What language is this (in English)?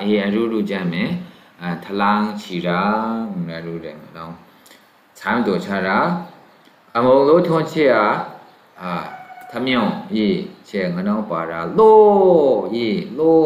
Maru